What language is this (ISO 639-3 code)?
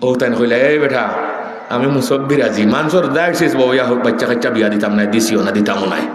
syl